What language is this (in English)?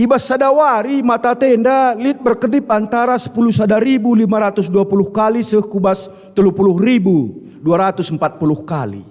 Batak Karo